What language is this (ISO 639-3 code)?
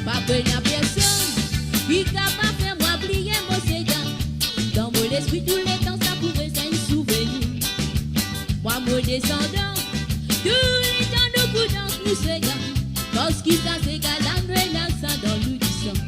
mfe